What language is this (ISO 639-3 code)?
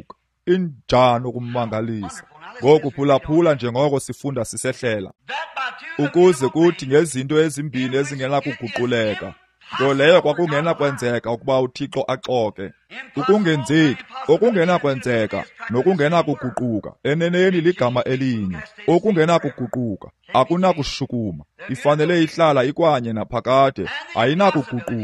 xho